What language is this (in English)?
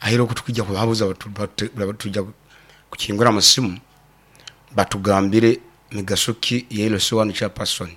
Nyoro